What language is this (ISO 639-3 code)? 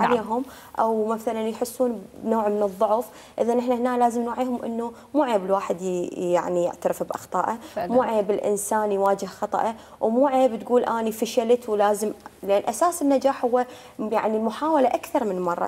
acm